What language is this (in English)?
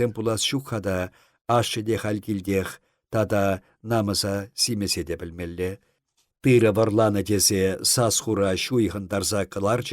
Chuvash